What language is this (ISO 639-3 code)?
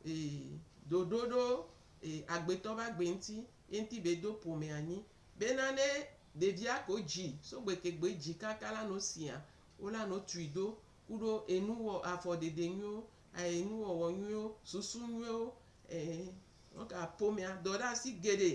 gej